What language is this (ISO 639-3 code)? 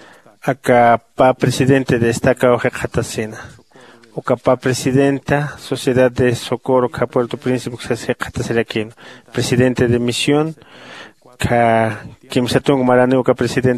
aym